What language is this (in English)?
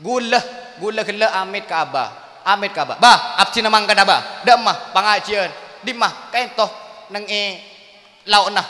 Madurese